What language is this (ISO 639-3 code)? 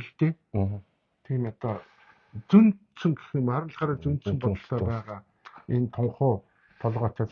mon